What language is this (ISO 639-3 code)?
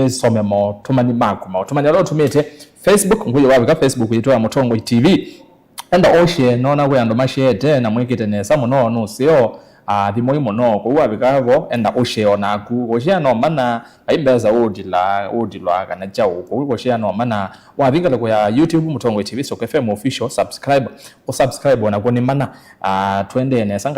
kam